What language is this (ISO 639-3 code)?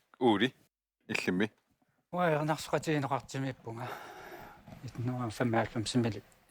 kal